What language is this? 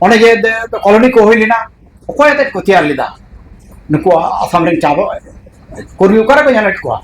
Santali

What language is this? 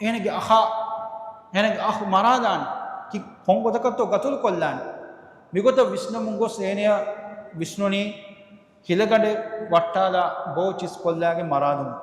Divehi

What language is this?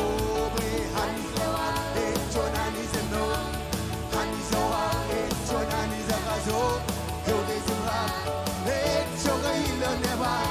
Marshallese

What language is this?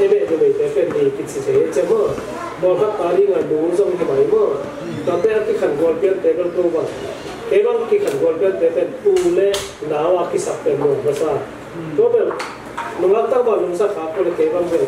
Tedim Chin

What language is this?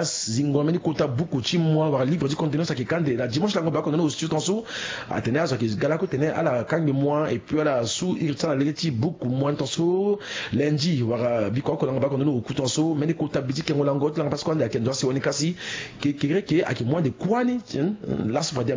Sango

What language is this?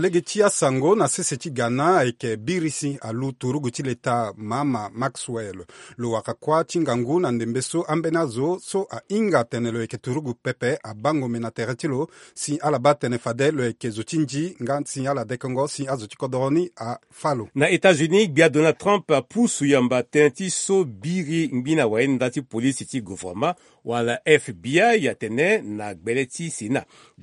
Sango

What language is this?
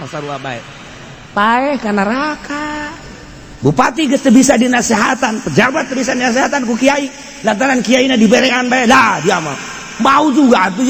Sundanese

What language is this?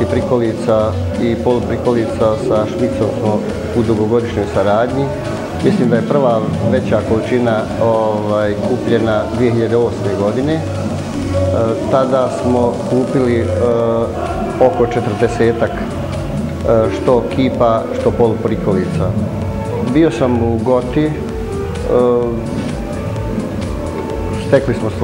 Bosnian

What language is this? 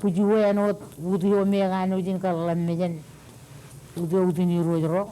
Marshallese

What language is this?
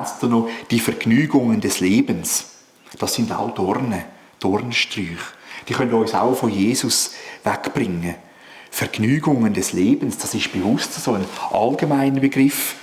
Swiss German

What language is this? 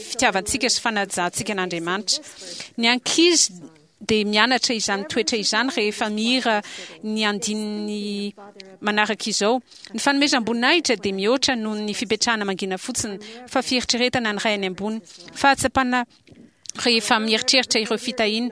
Malagasy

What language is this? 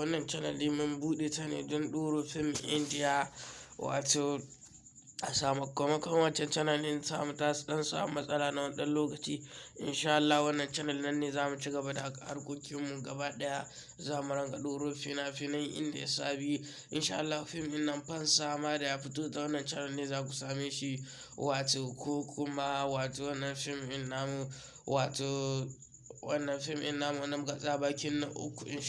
Hausa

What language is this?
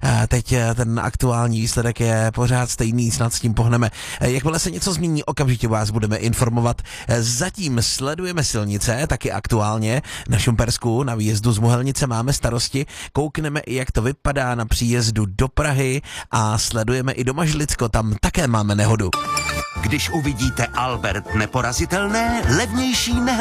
Czech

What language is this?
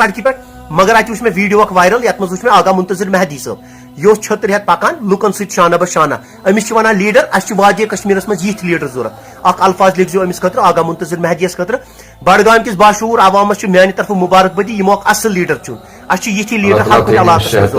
Kashmiri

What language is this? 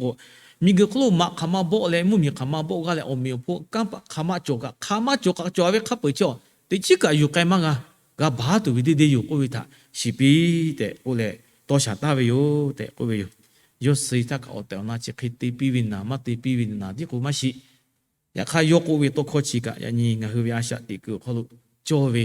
Lahu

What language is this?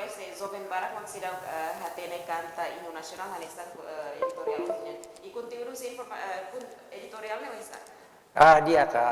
Tetum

